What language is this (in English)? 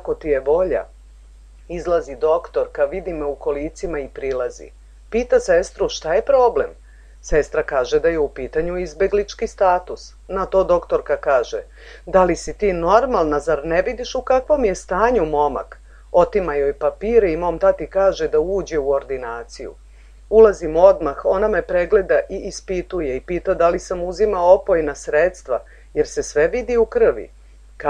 Serbian